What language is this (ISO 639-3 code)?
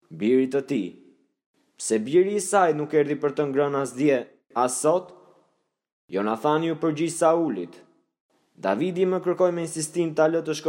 sqi